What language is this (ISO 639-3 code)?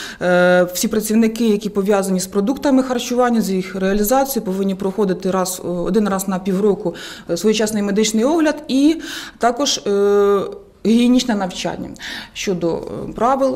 ukr